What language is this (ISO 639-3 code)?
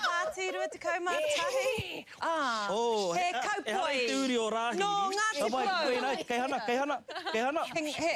mri